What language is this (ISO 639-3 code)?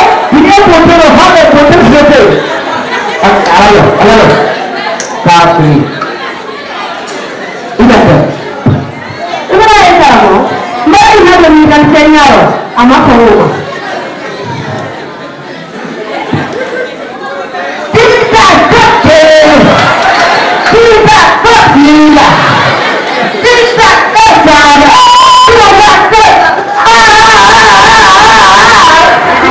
ind